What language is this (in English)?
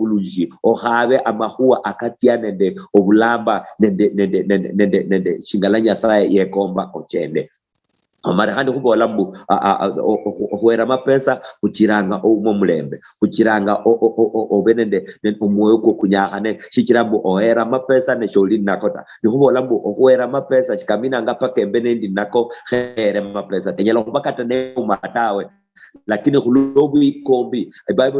Luyia